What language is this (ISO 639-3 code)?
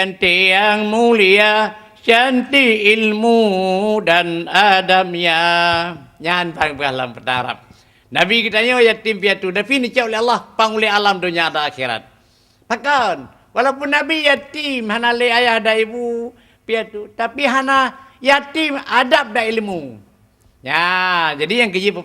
ace